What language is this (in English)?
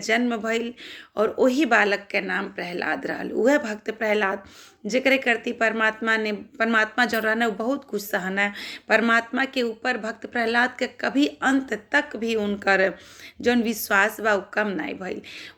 Bhojpuri